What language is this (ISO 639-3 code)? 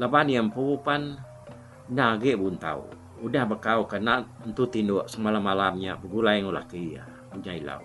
iba